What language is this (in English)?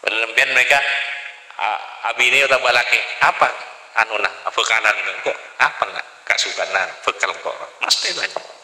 Madurese